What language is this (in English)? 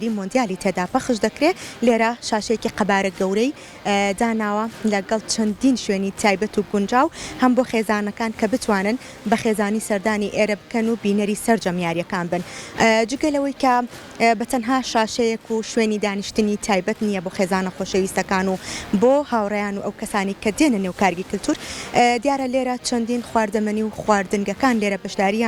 Central Kurdish